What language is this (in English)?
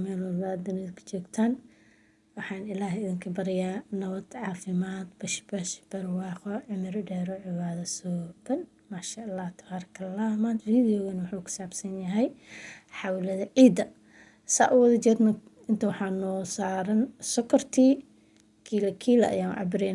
Somali